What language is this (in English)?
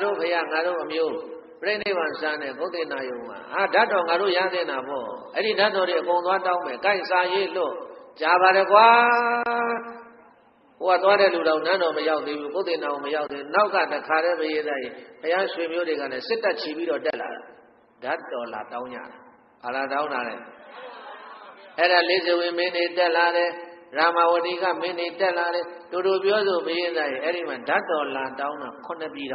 Burmese